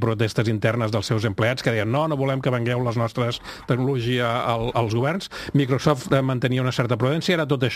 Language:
Catalan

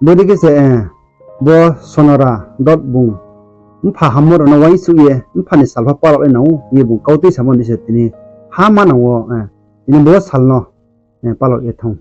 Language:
Riang (India)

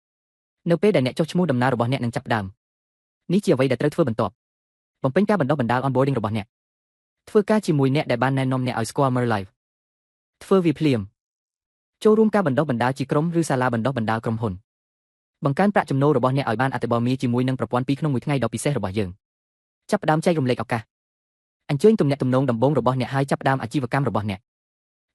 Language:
Khmer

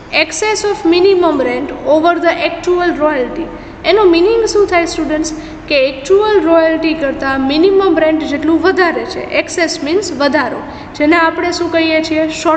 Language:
Gujarati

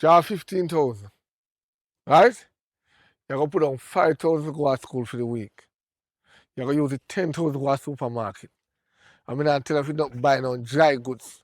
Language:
Jamaican Creole English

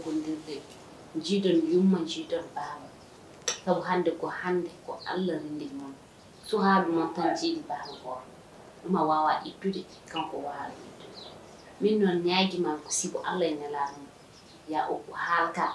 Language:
Fula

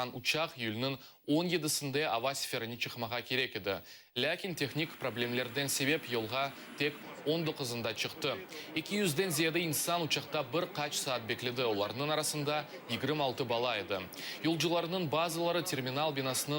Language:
Crimean Tatar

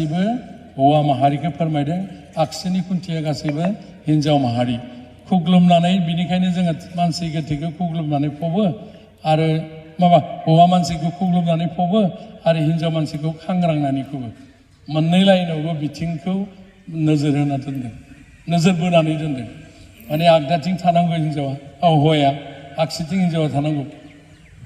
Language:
Bodo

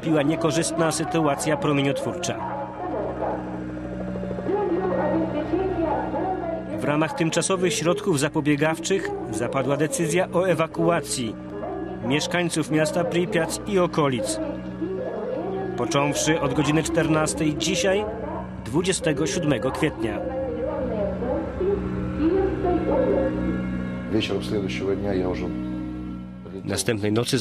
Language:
Polish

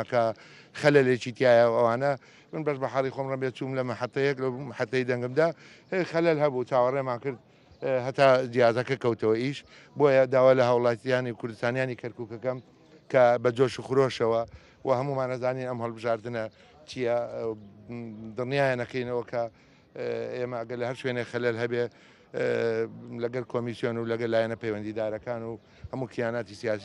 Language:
Central Kurdish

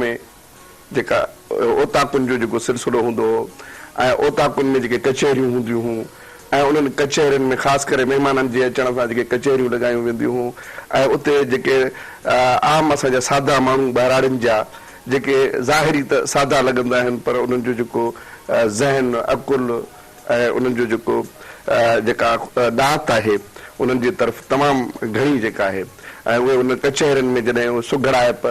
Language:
Sindhi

